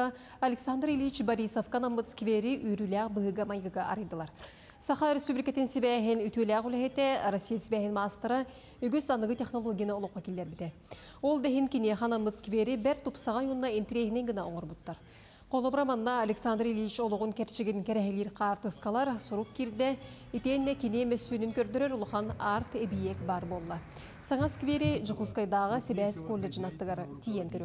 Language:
Yakut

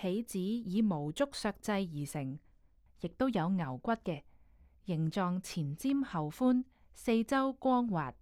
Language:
Cantonese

